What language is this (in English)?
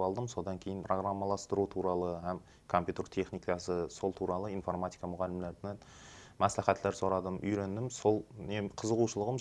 Kara-Kalpak